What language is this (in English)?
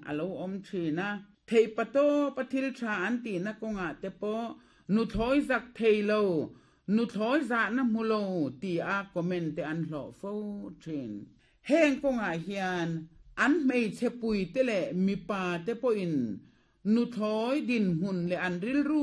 Mizo